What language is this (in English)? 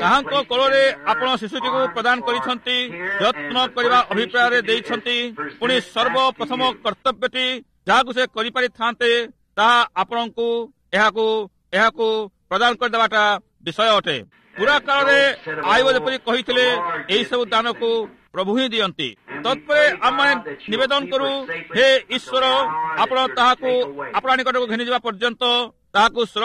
Odia